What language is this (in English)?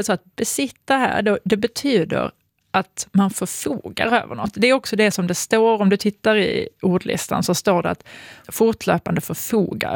Swedish